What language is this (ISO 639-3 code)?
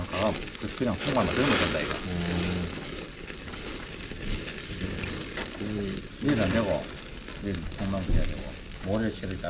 kor